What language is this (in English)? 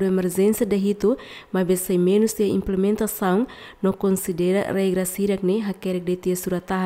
Tetum